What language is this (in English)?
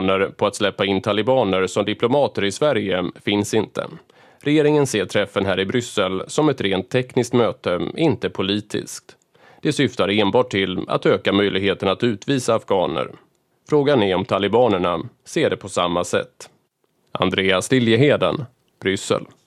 Swedish